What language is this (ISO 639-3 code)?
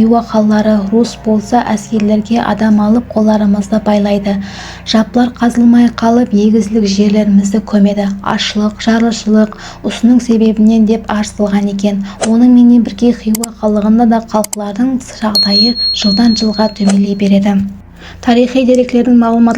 kaa